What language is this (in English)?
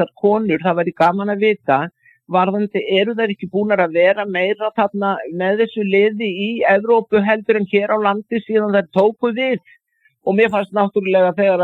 Icelandic